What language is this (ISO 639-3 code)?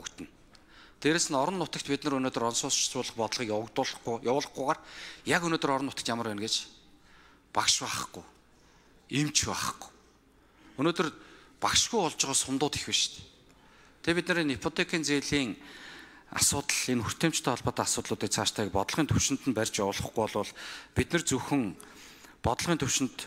mon